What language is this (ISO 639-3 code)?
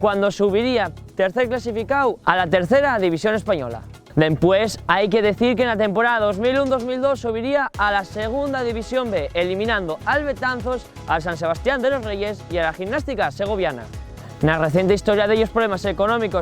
ast